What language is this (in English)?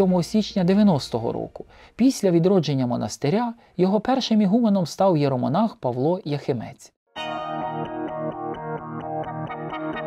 Ukrainian